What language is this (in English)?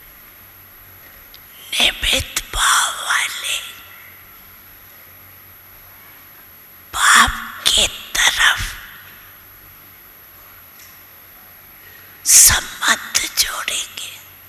Hindi